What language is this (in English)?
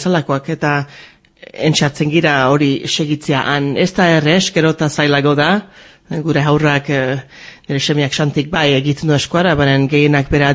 Basque